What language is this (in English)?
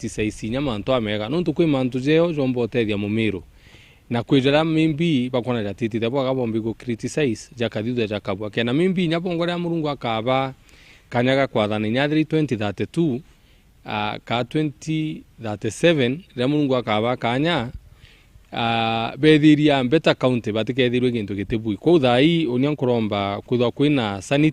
Meru